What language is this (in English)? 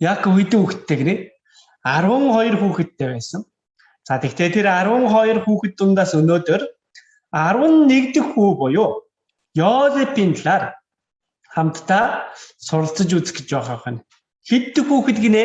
Mongolian